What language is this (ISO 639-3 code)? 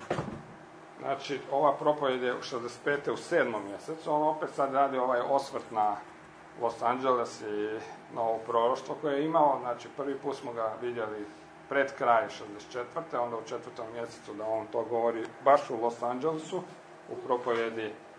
hrv